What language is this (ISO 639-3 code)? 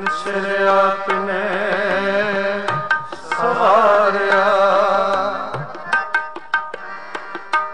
pan